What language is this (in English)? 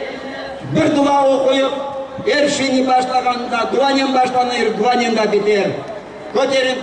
Crimean Tatar